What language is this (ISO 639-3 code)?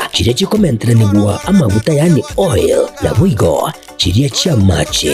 guz